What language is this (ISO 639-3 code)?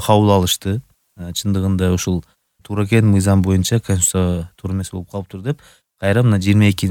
kir